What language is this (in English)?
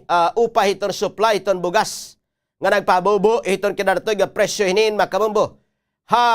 Waray